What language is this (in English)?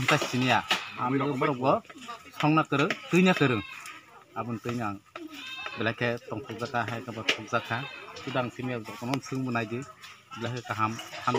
Kok Borok